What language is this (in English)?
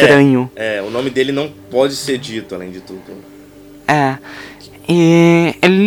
Portuguese